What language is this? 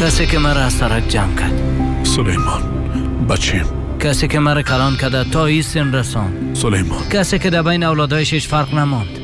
Persian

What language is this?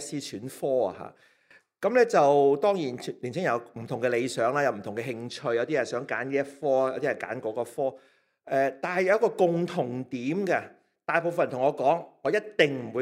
Cantonese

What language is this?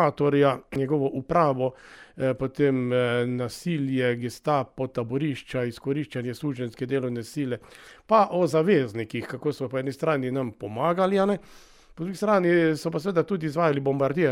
Slovenian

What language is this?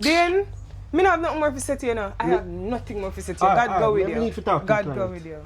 Jamaican Creole English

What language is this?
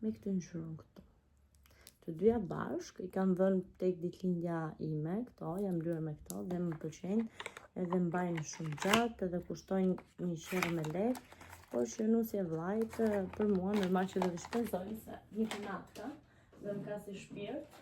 Albanian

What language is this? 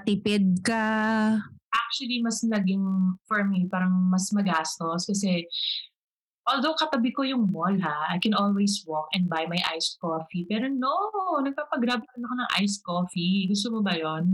Filipino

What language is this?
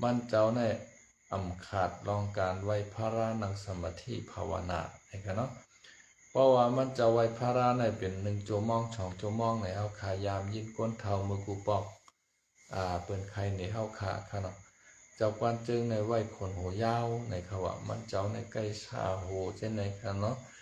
Shan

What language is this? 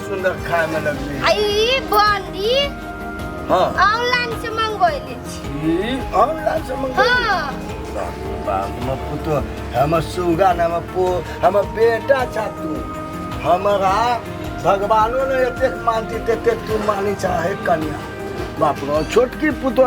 Maithili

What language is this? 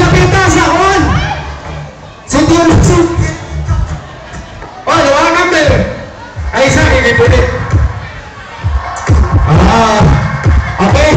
Filipino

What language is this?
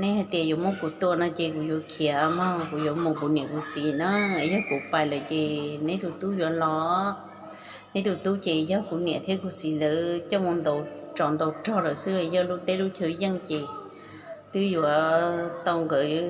Hmong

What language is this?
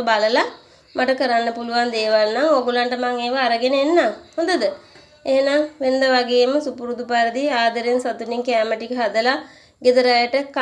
Sinhala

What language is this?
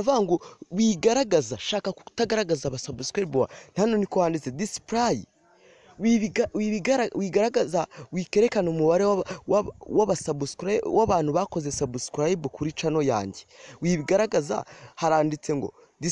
Kinyarwanda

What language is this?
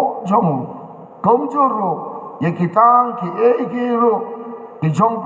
Khasi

